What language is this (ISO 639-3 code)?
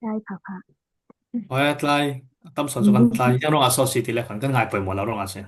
cfm